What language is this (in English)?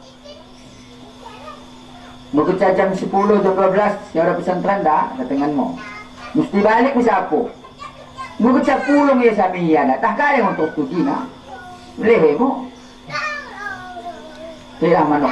Indonesian